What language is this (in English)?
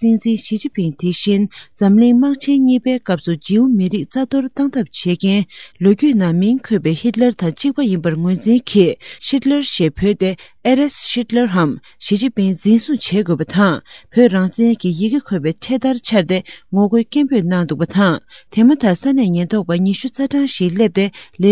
Tibetan